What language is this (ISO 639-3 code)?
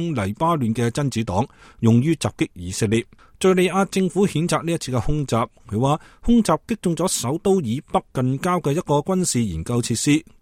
yue